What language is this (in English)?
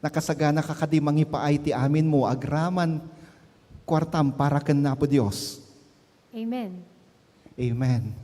Iloko